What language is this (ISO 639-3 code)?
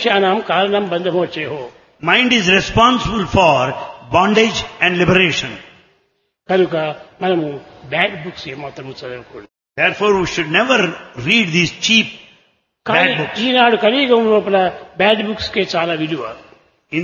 tel